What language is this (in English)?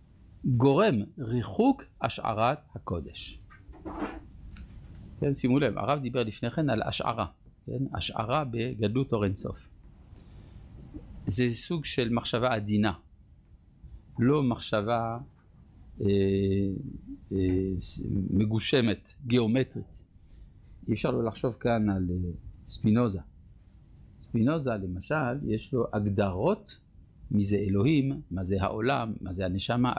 Hebrew